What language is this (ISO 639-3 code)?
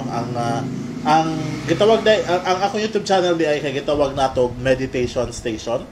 ceb